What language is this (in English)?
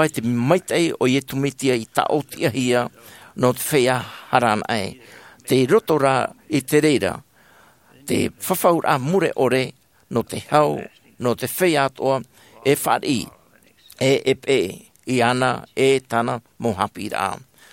Tahitian